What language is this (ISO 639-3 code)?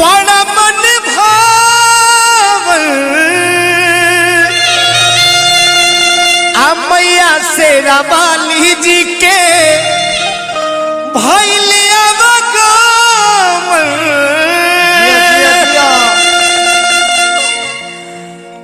bho